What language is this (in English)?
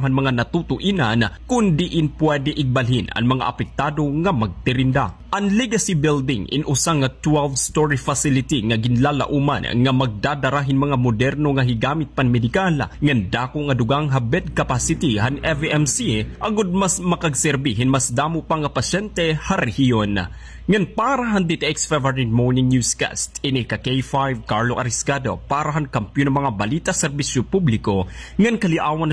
Waray